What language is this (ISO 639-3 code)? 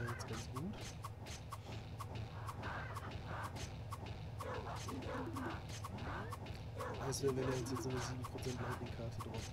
deu